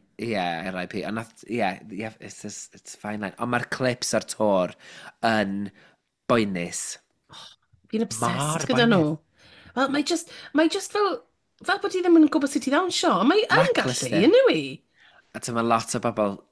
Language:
Welsh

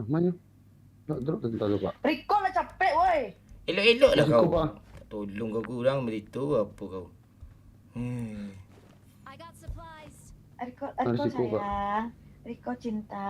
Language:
Minangkabau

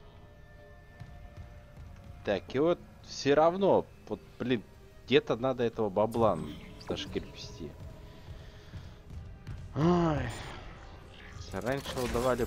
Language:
Russian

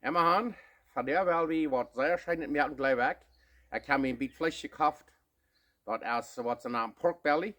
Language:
Plautdietsch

